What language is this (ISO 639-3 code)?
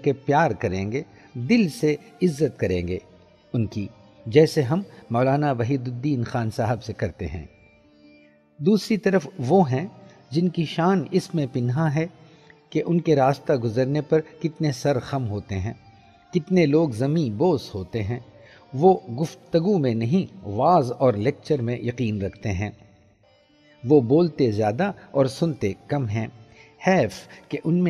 urd